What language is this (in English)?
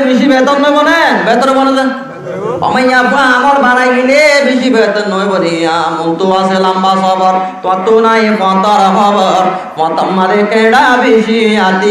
Rohingya